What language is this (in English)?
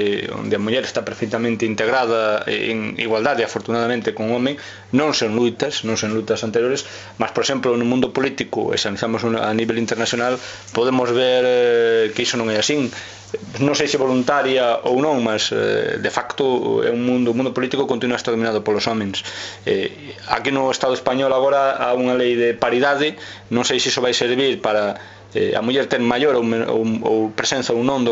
Galician